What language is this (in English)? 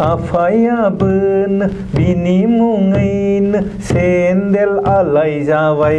Bodo